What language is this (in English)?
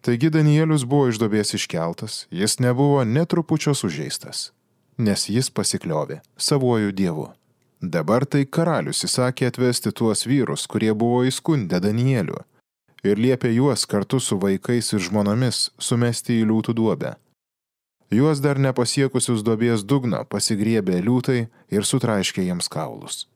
Lithuanian